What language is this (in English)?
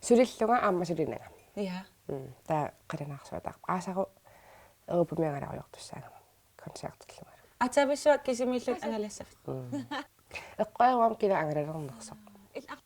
Kalaallisut